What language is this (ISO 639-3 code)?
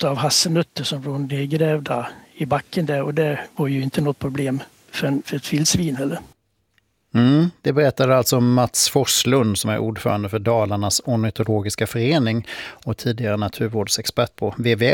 swe